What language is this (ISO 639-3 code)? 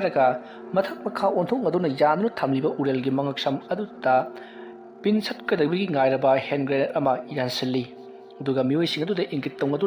mni